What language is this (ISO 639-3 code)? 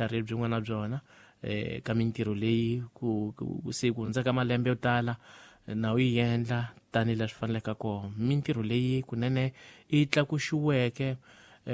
tso